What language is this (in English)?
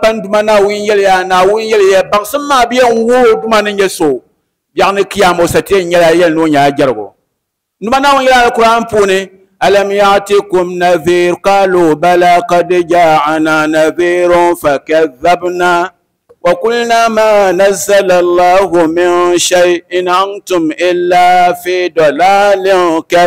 Dagbani